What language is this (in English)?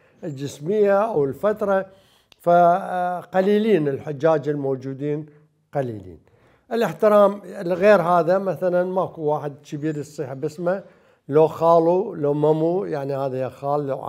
Mesopotamian Arabic